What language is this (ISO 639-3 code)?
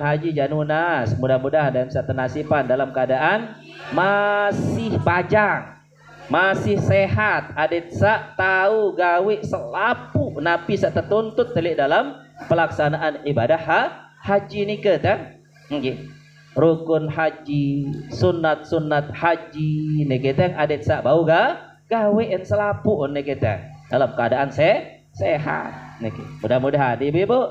sas